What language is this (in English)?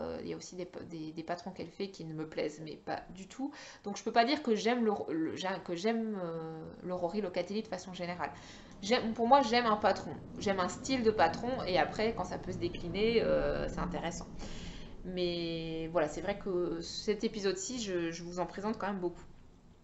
French